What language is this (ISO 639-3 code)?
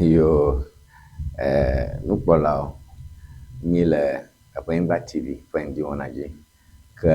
ewe